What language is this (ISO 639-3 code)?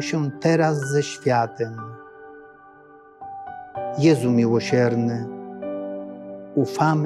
pol